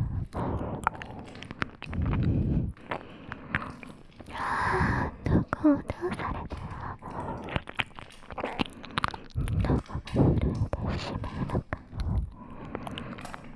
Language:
Japanese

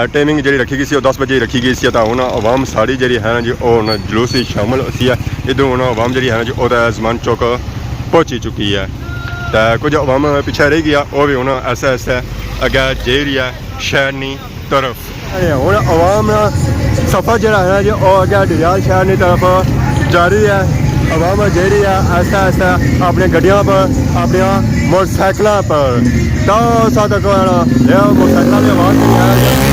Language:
Pahari-Potwari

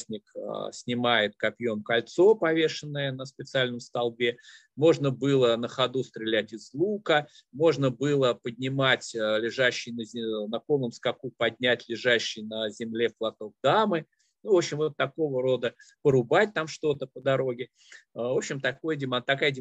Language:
Russian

